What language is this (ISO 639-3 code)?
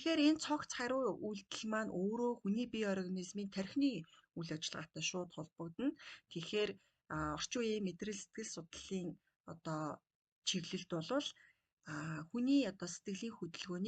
mon